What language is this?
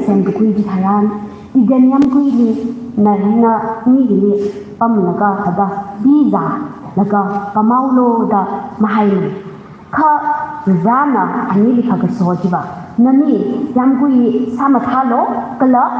Tangkhul Naga (India)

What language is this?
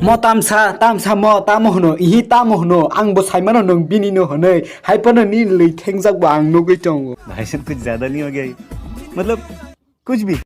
Kok Borok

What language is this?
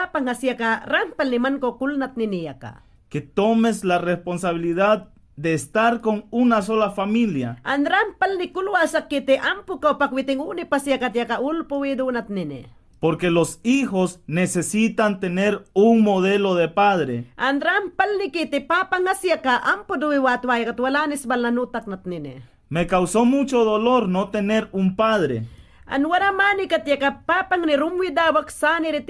Mayangna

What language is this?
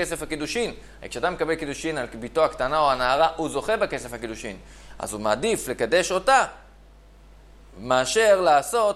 Hebrew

